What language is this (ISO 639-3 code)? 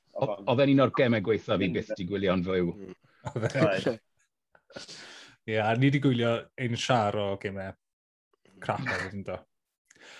cym